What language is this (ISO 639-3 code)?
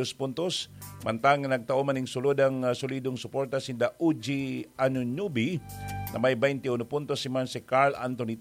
bik